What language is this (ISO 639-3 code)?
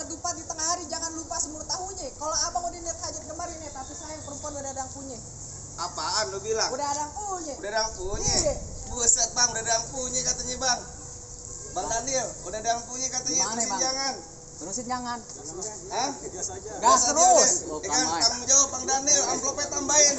bew